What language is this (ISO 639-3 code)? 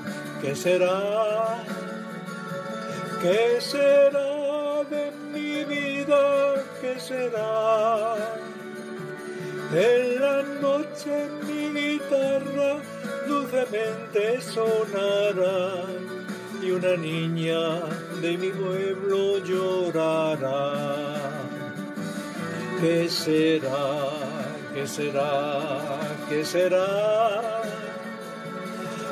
spa